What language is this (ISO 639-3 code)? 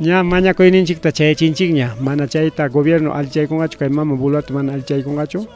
quy